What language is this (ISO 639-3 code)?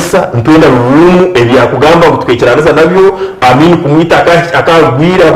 nyn